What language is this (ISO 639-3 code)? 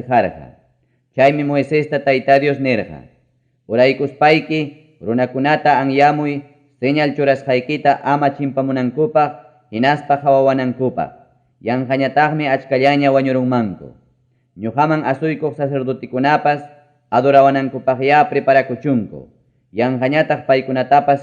quy